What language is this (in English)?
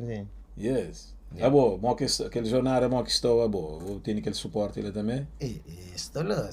Kabuverdianu